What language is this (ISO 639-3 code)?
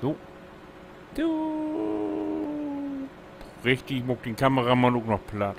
nds